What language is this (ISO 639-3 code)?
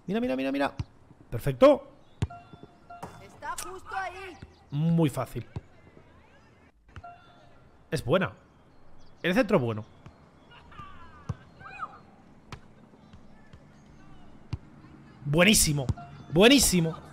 spa